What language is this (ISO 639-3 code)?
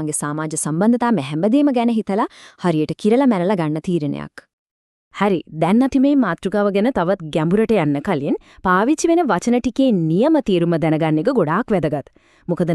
sin